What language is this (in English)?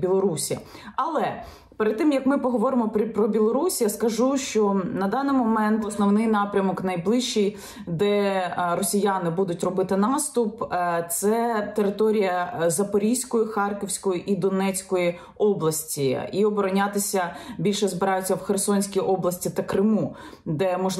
Ukrainian